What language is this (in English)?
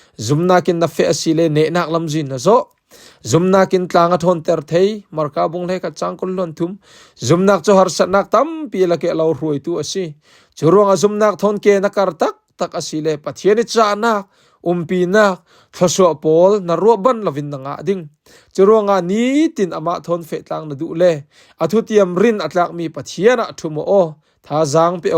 Falam Chin